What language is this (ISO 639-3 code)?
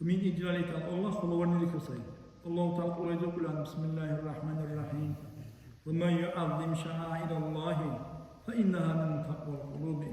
dar